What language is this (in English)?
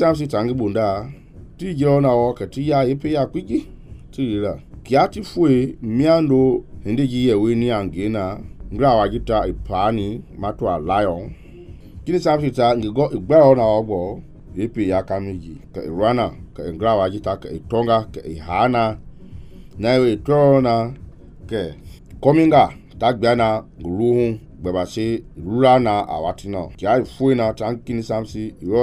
Mende